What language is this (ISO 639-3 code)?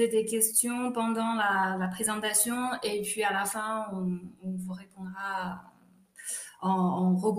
fra